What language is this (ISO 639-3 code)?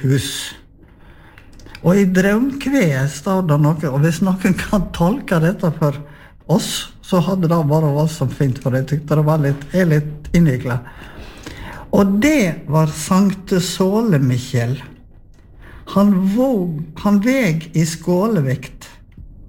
nor